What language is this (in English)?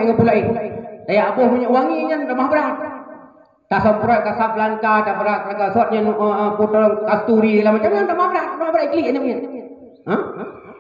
Achinese